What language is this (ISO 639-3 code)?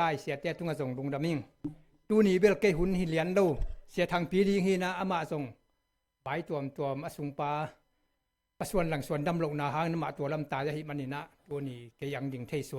ctd